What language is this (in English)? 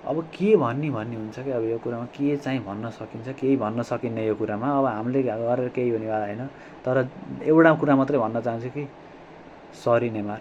Nepali